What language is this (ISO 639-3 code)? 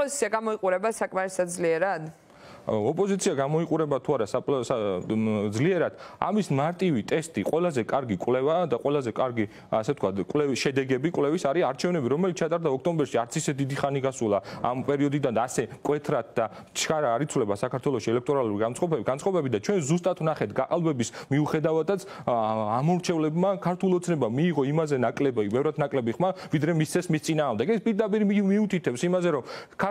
kat